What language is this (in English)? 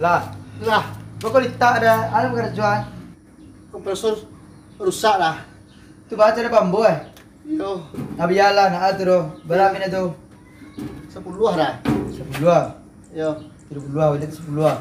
Minangkabau